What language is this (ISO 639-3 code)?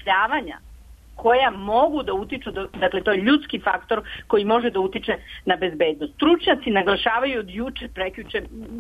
srp